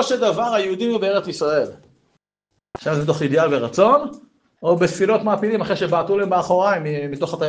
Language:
Hebrew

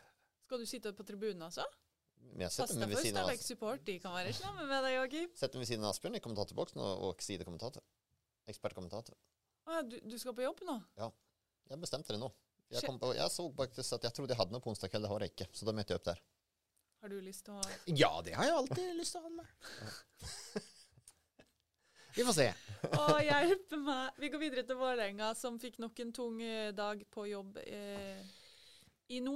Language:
Norwegian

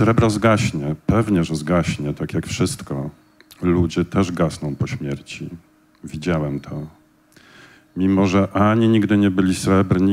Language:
Polish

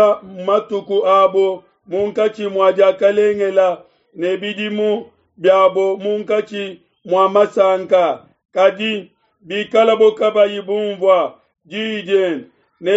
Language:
Luba-Lulua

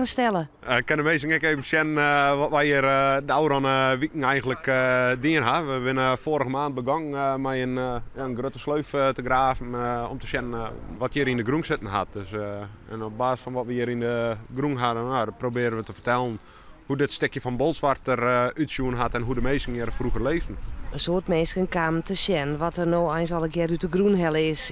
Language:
Western Frisian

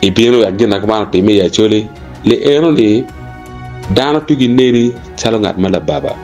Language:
Acoli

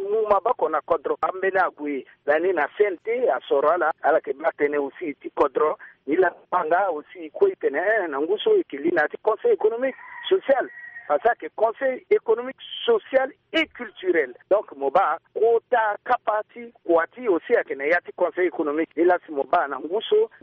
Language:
Sango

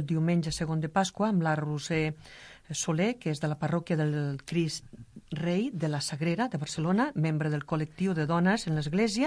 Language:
Catalan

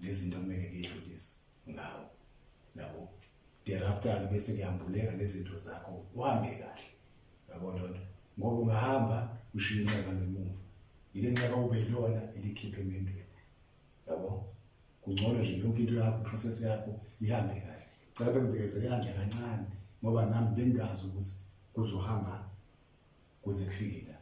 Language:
Zulu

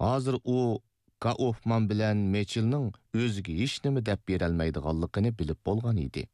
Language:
Uyghur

